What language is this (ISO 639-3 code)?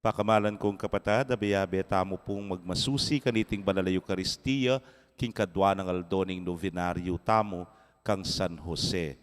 pam